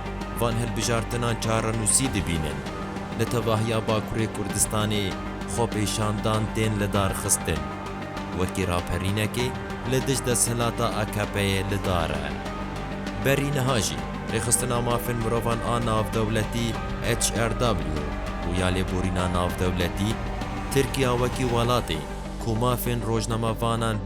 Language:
Kurdish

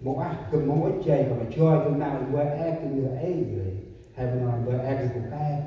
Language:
Central Mnong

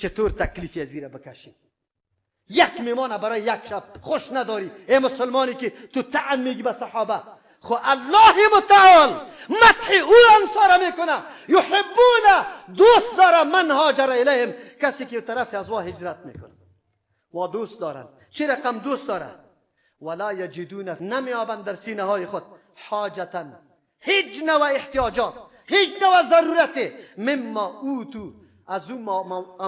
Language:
Persian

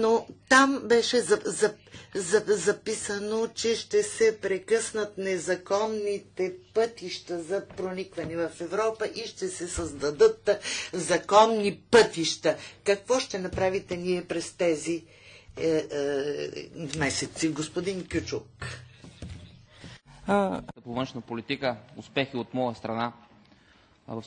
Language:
Bulgarian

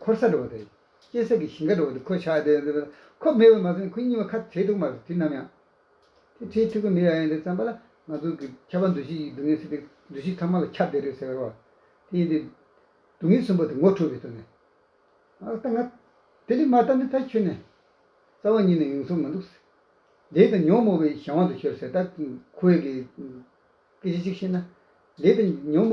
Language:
Tibetan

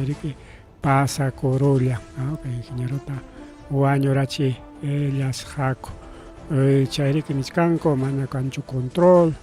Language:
Ayacucho Quechua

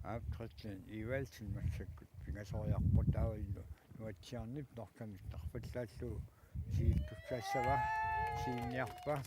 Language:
Kalaallisut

